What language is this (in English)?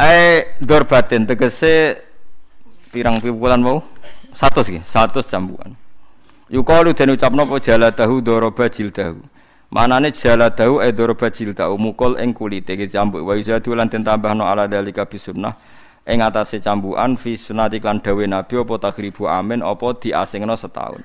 Javanese